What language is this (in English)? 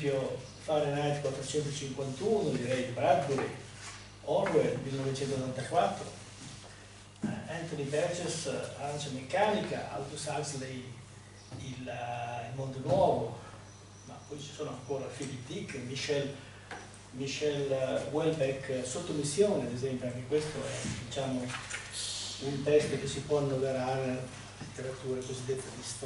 Italian